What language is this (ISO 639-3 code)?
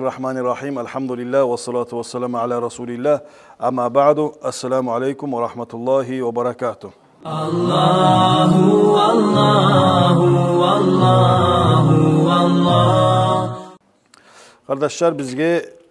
kum